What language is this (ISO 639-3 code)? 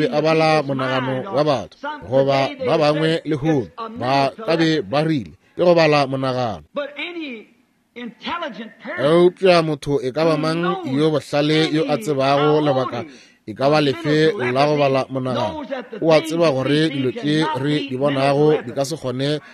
nso